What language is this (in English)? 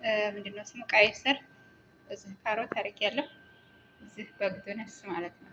Amharic